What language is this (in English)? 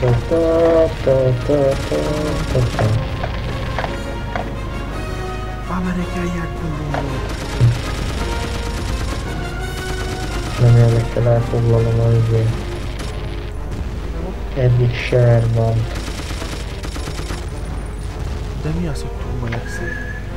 Hungarian